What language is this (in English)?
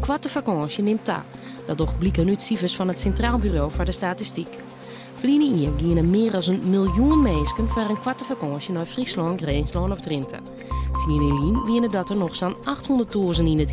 Western Frisian